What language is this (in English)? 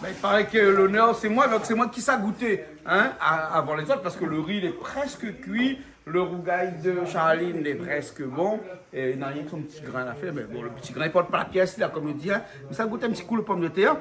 Réunion Creole French